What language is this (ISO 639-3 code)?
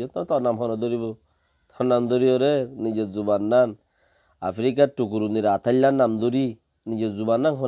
rhg